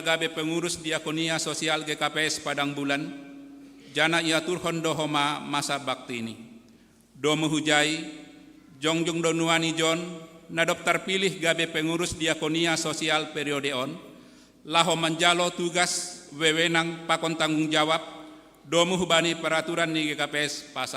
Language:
Batak Simalungun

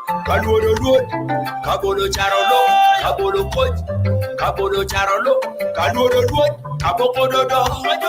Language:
Acoli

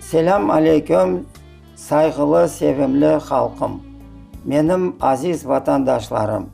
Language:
Crimean Tatar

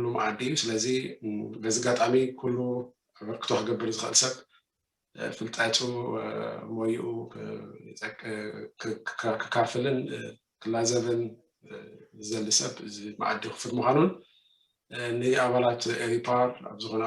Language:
Tigrinya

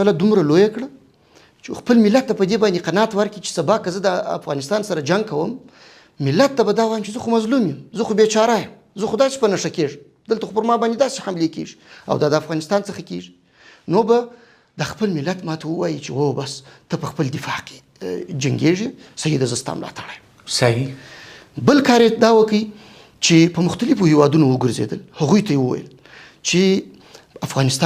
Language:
Pashto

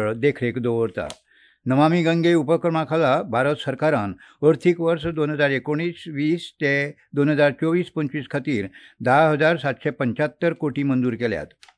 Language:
Konkani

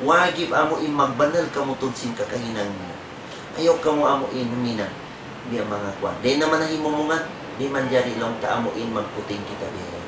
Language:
Tausug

